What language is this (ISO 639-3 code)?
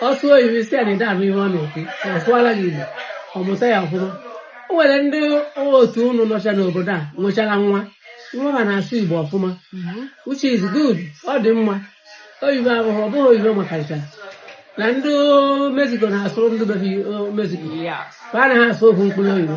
ibo